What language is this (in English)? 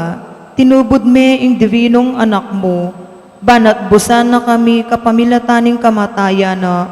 Pampanga